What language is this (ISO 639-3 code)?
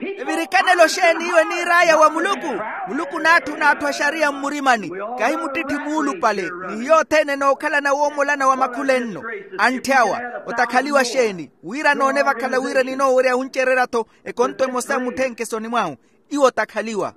vmw